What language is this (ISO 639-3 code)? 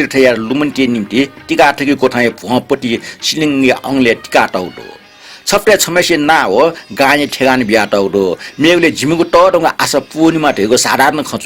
new